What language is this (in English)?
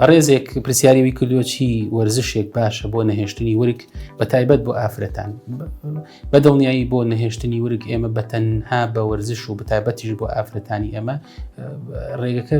Central Kurdish